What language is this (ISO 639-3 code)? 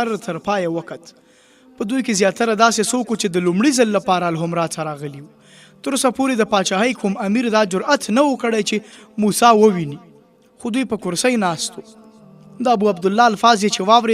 pus